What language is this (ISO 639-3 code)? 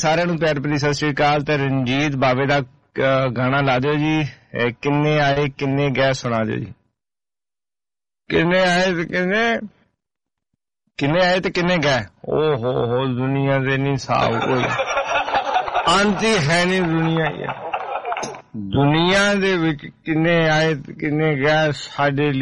pan